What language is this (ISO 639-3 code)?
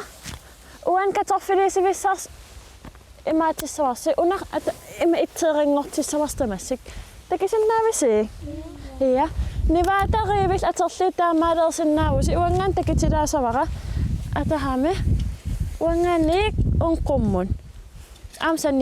kal